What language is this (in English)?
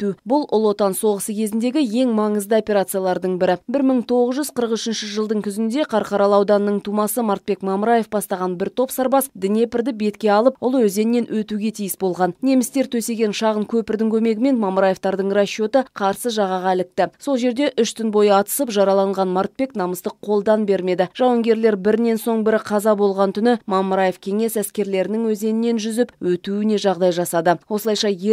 Kazakh